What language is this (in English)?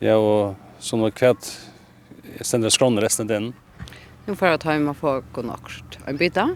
Faroese